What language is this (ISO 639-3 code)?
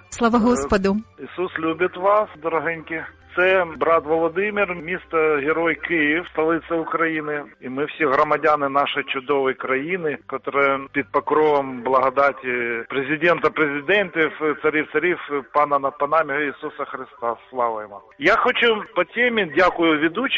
ukr